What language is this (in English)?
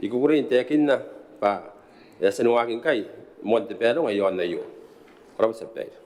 Gilbertese